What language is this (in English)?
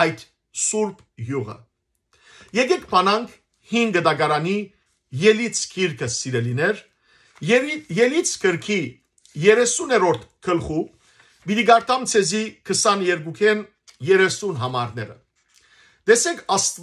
Western Armenian